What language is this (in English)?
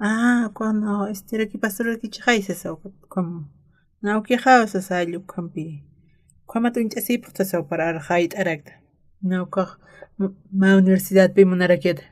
Aymara